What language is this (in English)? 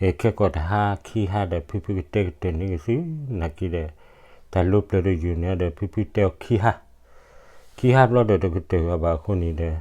S'gaw Karen